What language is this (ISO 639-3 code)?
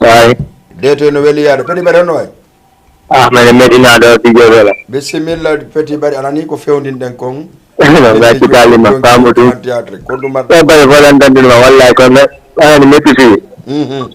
ful